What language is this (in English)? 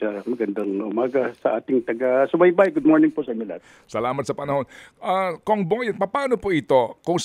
Filipino